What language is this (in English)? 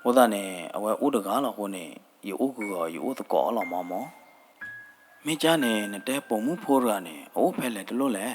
S'gaw Karen